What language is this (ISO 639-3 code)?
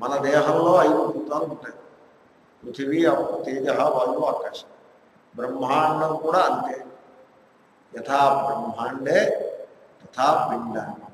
tel